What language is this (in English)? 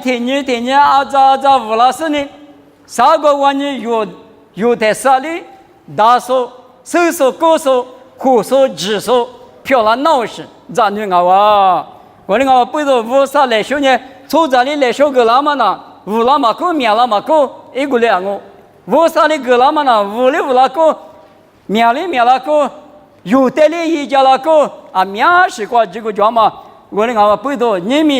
Lisu